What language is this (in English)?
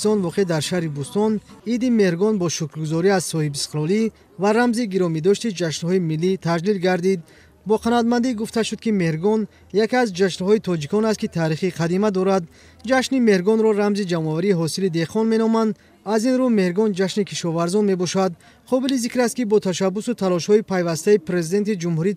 Tajik